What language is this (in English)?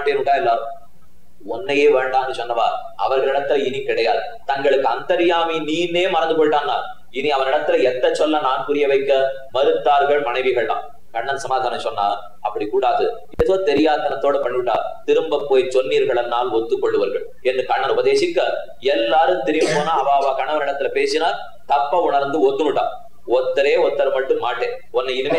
Tamil